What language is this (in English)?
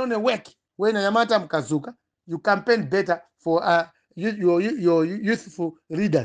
Nyanja